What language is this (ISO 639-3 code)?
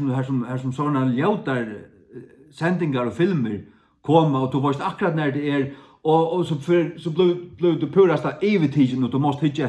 fao